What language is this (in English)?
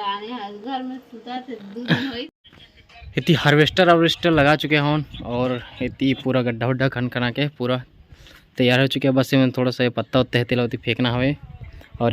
Chhattisgarhi